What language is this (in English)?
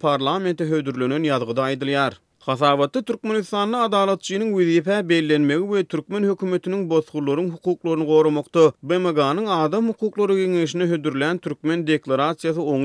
Turkmen